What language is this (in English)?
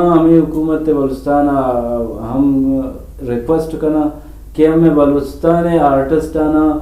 Eastern Balochi